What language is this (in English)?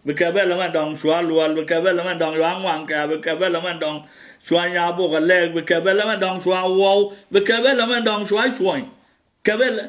Nuer